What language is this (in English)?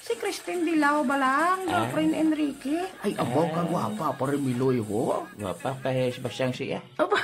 Hiligaynon